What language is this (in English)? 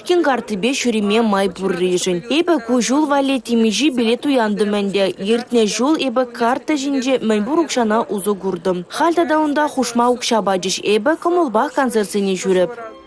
Chuvash